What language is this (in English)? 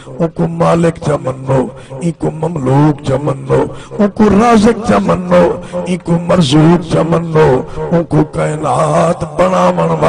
Saraiki